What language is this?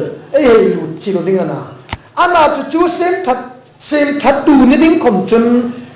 Hmar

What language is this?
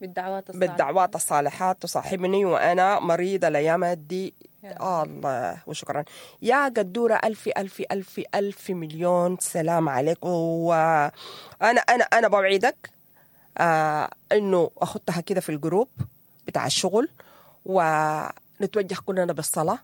Sudanese Arabic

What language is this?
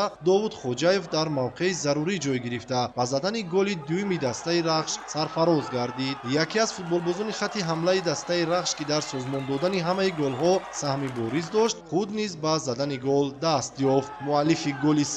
Tajik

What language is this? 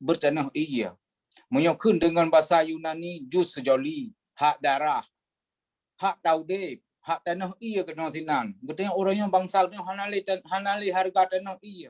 Achinese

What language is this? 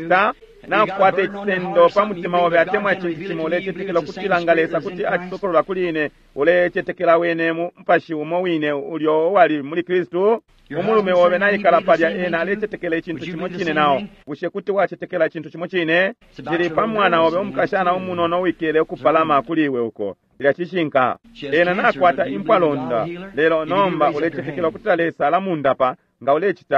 Bemba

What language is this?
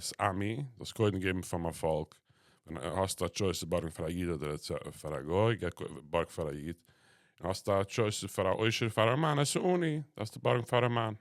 Yiddish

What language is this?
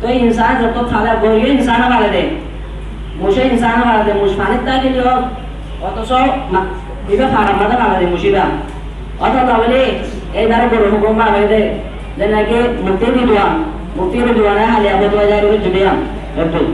Rohingya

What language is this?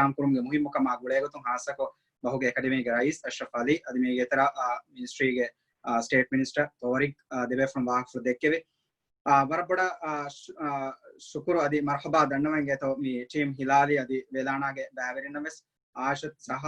Divehi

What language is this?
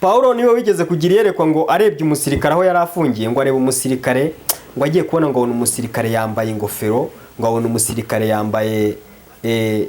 Kinyarwanda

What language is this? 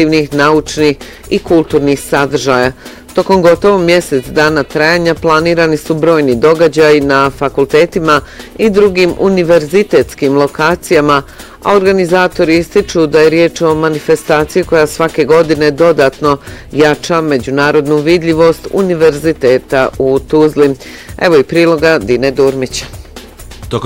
Bosnian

